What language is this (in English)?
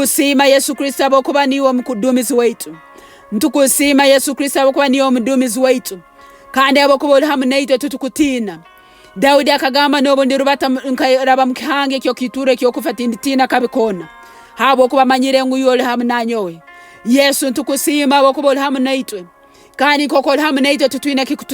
Nyoro